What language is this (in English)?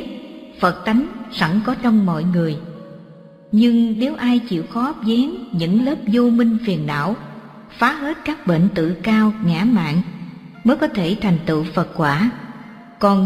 Vietnamese